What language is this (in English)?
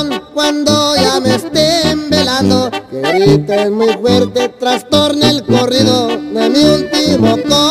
Spanish